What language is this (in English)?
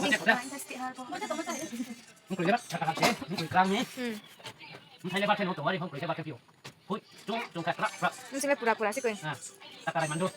Riang (India)